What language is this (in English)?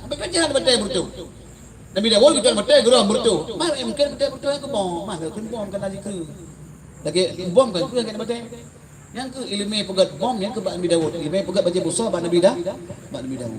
Achinese